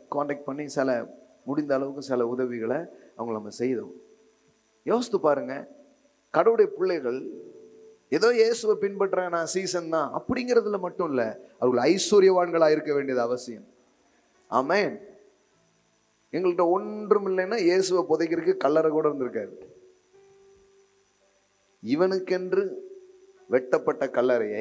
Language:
Tamil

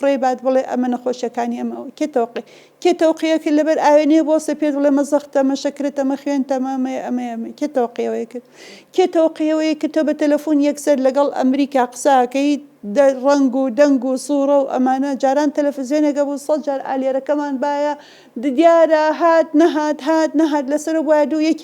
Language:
Central Kurdish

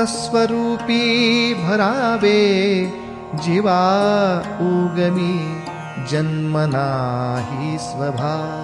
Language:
Marathi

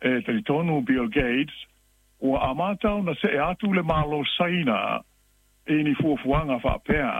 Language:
Samoan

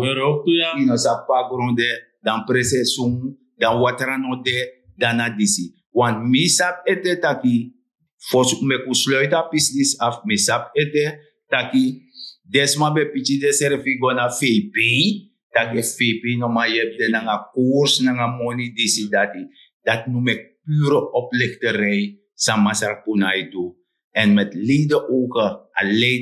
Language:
Sranan Tongo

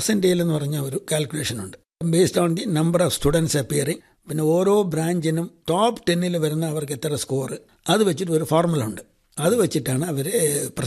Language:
Malayalam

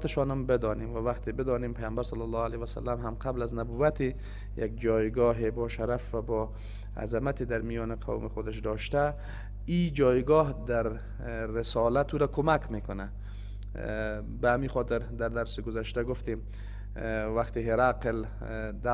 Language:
Persian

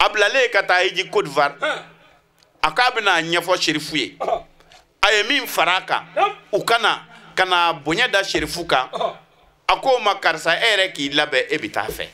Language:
Bambara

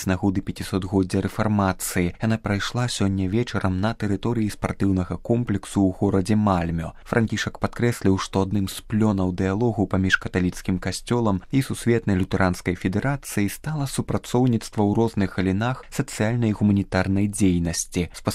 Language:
Belarusian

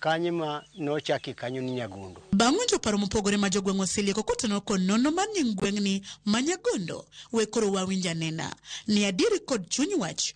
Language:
Luo (Kenya and Tanzania)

